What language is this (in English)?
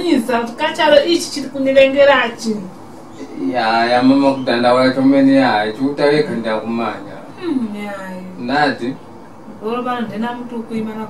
Tumbuka